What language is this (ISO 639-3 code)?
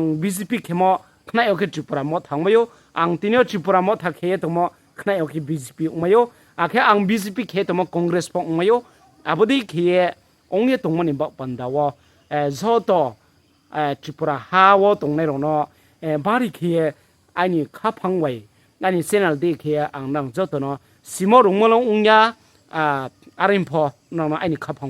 ria